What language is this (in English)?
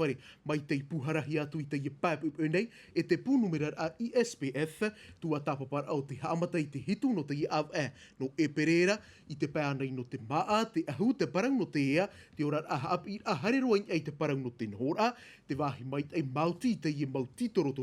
Tahitian